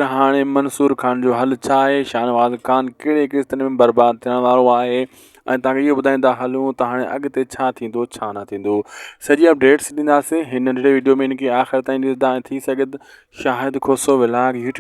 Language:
Sindhi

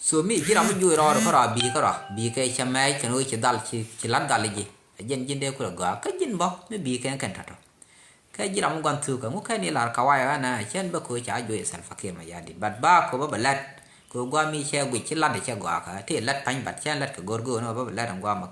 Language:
Nuer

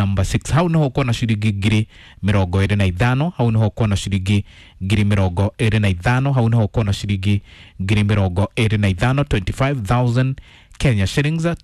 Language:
Kikuyu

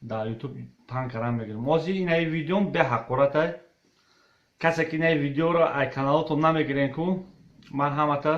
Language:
Tajik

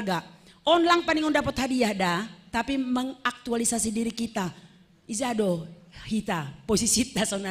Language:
Batak Simalungun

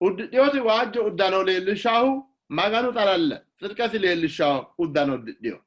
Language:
Sidamo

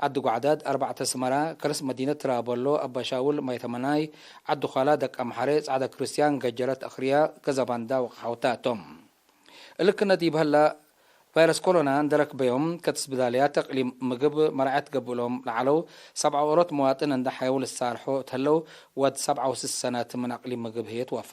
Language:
Tigre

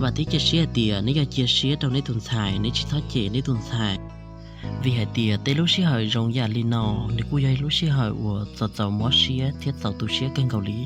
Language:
Hmong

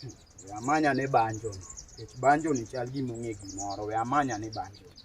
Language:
Luo (Kenya and Tanzania)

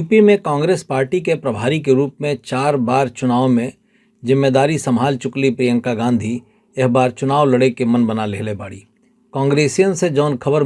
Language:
Bhojpuri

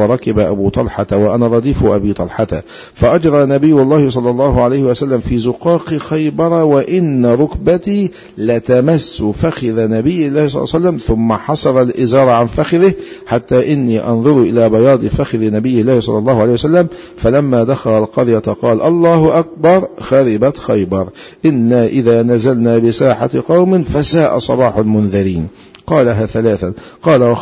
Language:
Arabic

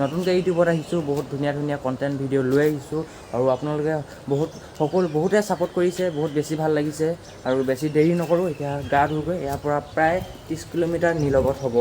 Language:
Assamese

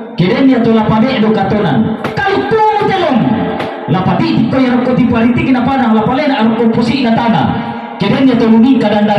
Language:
Toraja-Sa'dan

